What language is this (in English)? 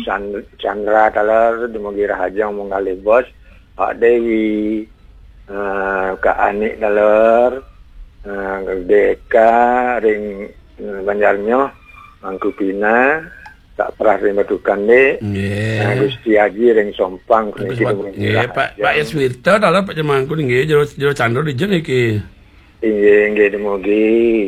Balinese